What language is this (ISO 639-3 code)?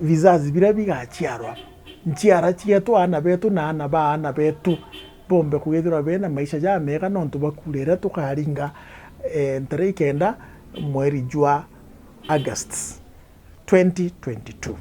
mer